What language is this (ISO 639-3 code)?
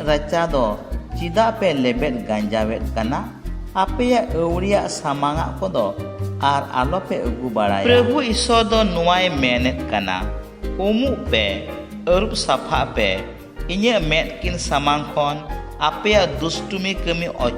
sat